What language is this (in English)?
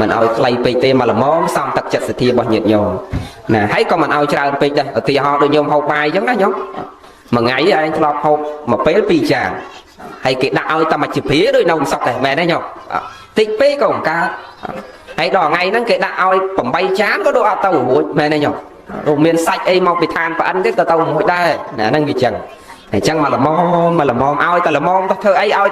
Khmer